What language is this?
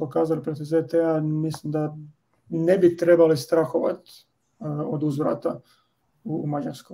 Croatian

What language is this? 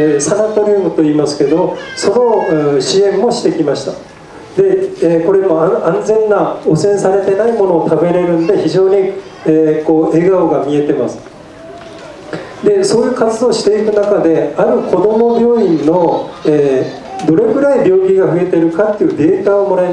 Japanese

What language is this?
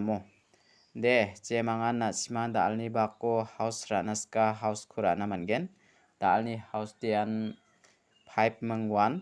Garo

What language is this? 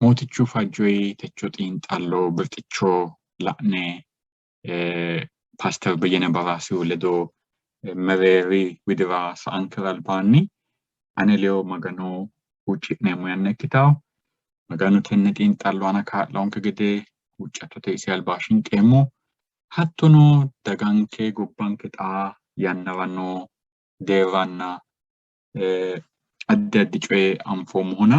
Sidamo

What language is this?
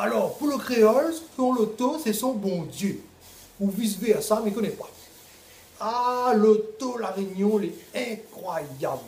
Réunion Creole French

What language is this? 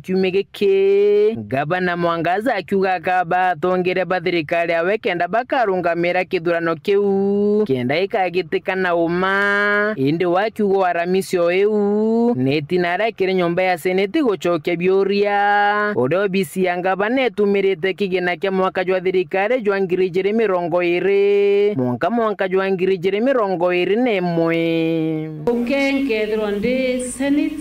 Meru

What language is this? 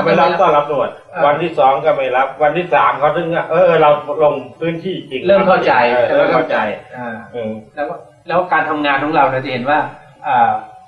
Thai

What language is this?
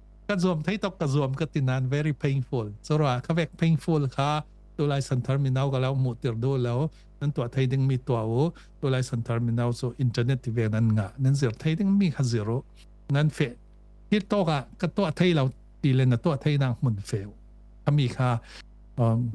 Falam Chin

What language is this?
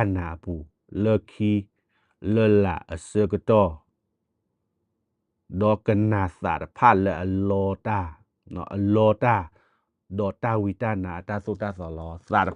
S'gaw Karen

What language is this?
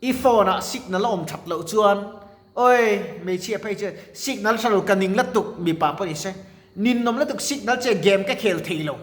Mizo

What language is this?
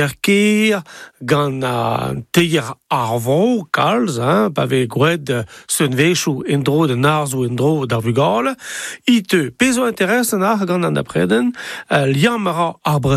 Breton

